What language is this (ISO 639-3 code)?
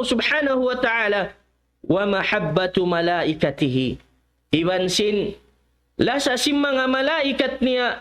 tsg